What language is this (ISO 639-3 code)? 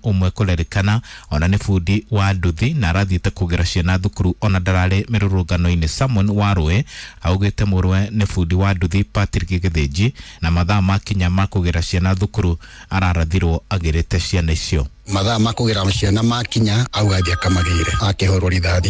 kik